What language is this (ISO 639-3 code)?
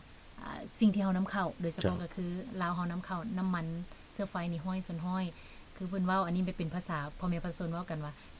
lao